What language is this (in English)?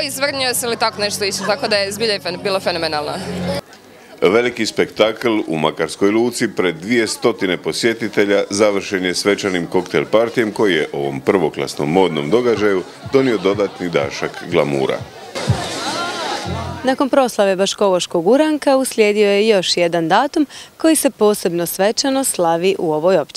Croatian